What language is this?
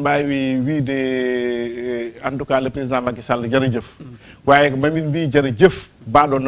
Fula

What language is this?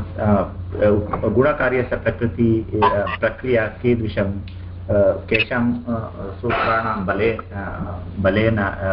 Sanskrit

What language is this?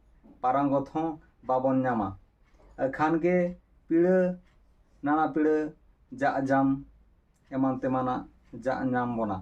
Santali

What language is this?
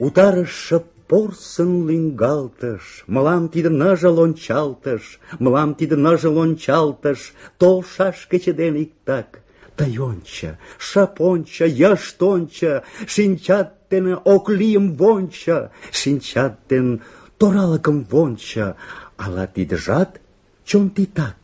Mari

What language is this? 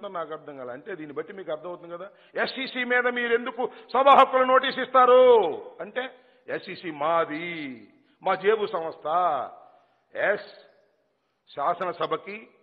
Telugu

